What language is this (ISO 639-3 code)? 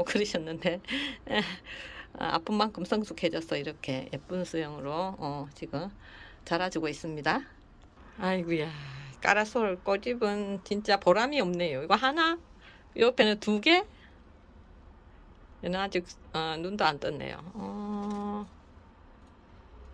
kor